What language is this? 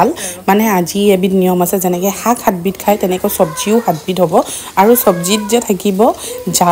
Assamese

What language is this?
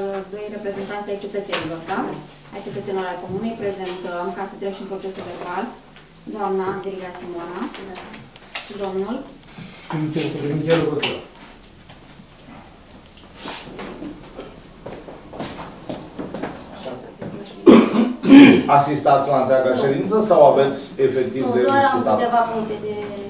Romanian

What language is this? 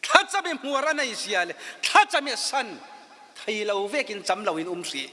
Falam Chin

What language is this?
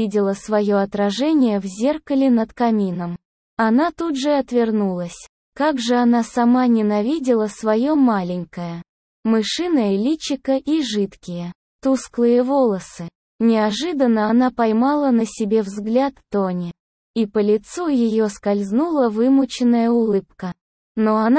Russian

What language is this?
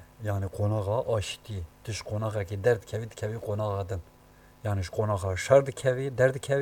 Kurdish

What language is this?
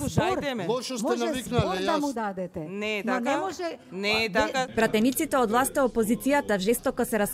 Macedonian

